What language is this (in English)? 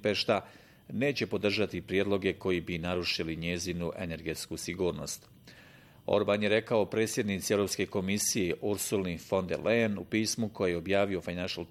Bosnian